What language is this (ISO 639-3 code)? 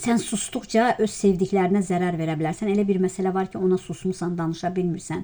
aze